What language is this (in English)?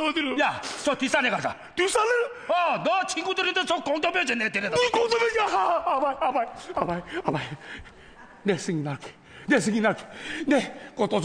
Korean